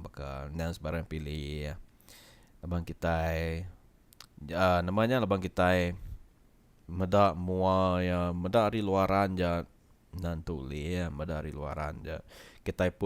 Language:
Iban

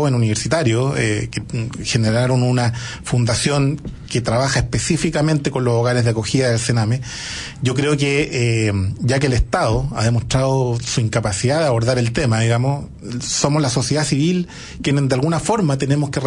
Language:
Spanish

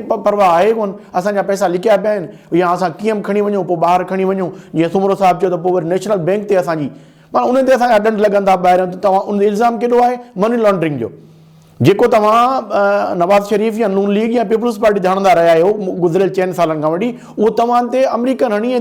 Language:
Sindhi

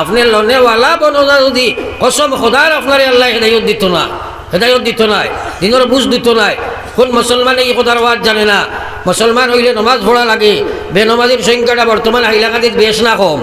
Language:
Sylheti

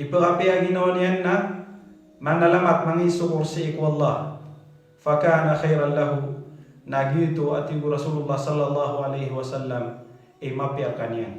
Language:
Maranao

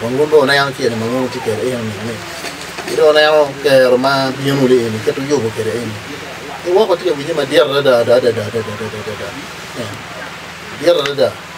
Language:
Acoli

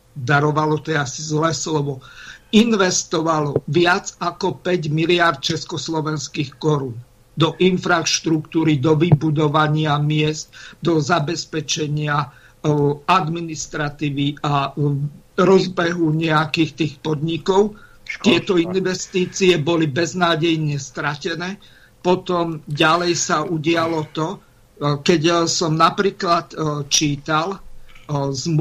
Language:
Slovak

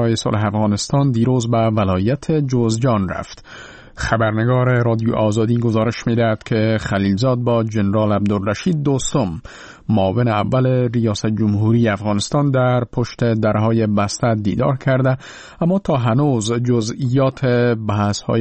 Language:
Persian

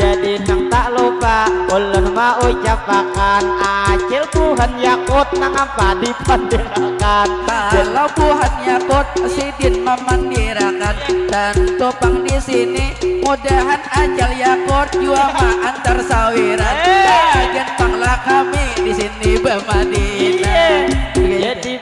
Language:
Banjar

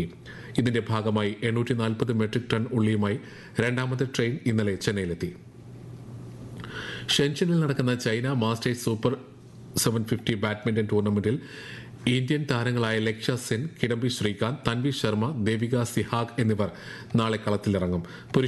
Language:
Malayalam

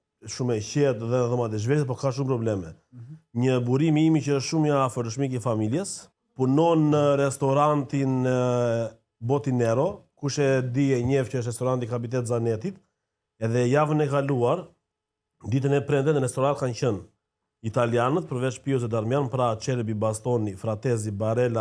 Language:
Albanian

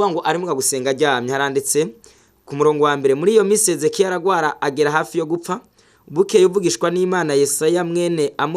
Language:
Rundi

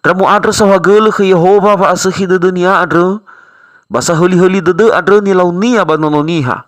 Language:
Nias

